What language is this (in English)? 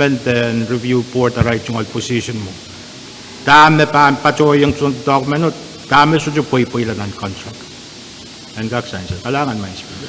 Pohnpeian